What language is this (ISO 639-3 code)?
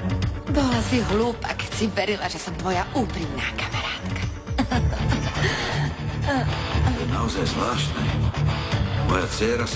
slk